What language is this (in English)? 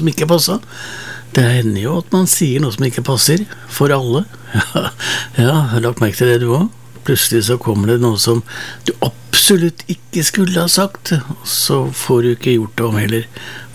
Norwegian